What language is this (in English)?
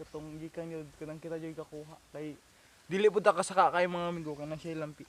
Cebuano